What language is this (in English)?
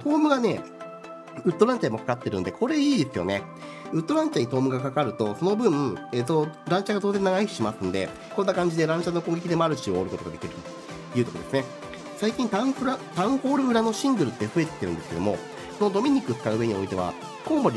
Japanese